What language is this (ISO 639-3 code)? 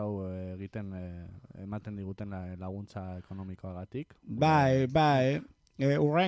eus